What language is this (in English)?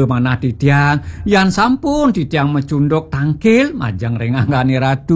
Balinese